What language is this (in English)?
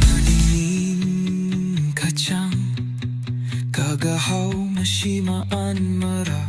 Tangkhul Naga (India)